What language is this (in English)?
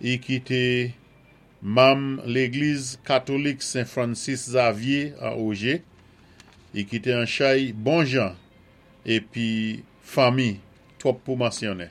Saint Lucian Creole French